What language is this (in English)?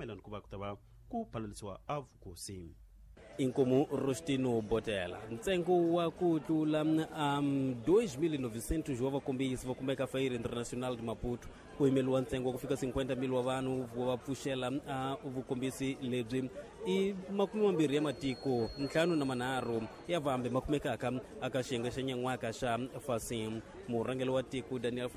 Tsonga